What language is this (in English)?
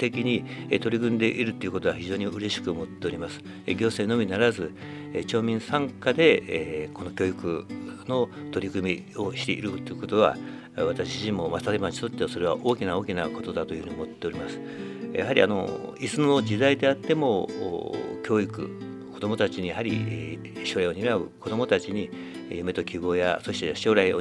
Japanese